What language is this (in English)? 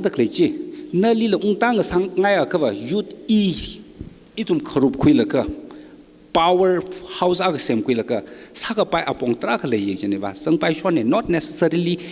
Tangkhul Naga (India)